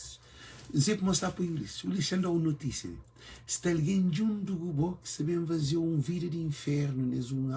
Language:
Kabuverdianu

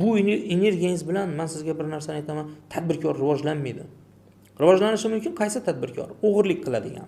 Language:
Uzbek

